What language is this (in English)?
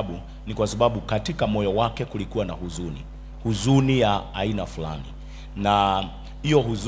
Swahili